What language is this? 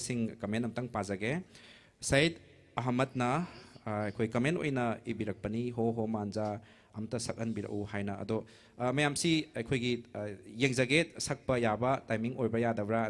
Manipuri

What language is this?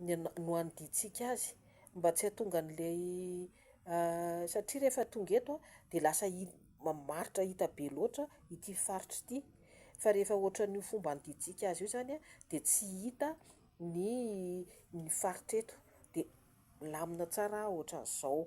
Malagasy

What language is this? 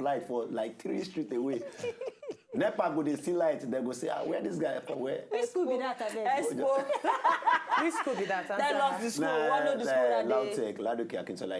Nigerian Pidgin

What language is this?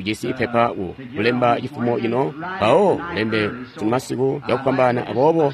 Tonga (Zambia)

